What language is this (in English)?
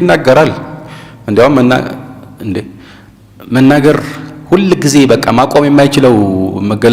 Amharic